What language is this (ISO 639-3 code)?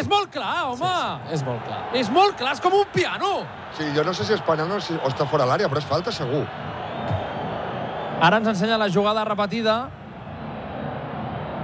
cat